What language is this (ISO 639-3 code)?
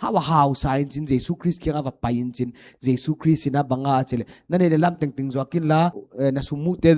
pck